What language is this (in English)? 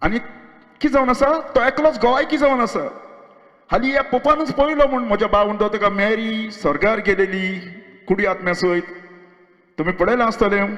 Konkani